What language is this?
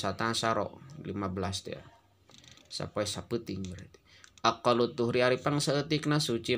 Sundanese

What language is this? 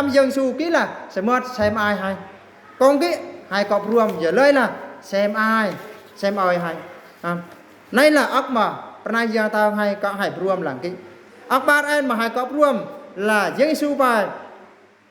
Eastern Bru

